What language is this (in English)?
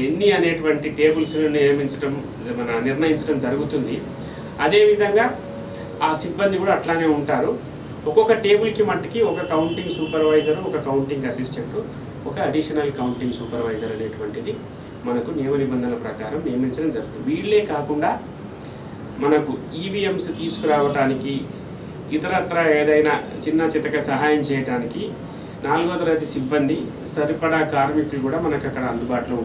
Telugu